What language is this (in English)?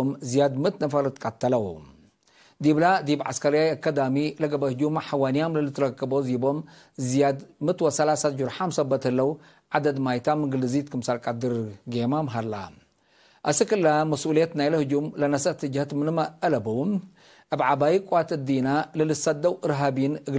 Tigre